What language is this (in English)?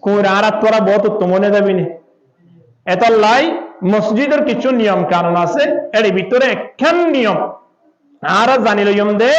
Rohingya